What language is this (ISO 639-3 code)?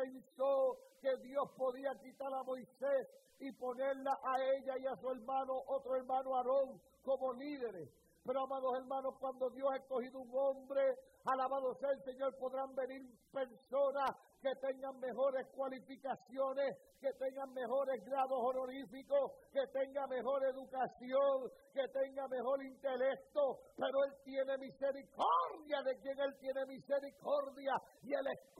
spa